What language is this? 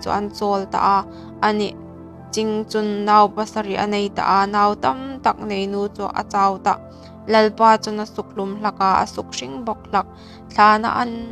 Hmar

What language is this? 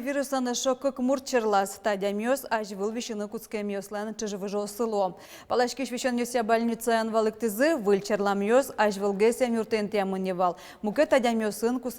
Udmurt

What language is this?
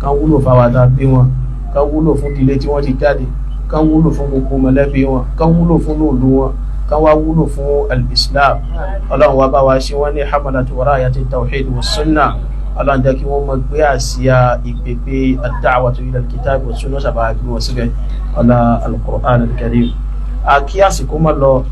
Yoruba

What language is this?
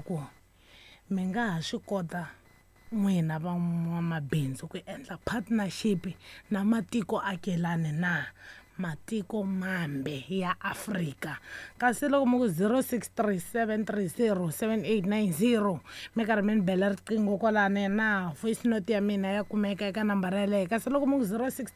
Tsonga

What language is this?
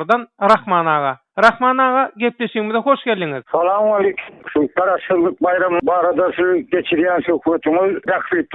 Turkmen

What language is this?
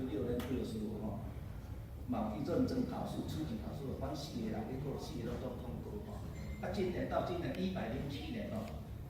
Min Nan Chinese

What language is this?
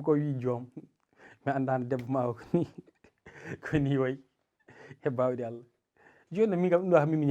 Fula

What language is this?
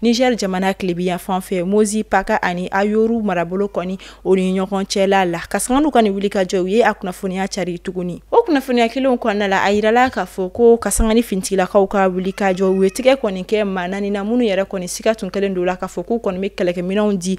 Bambara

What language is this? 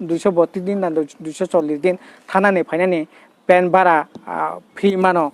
Kok Borok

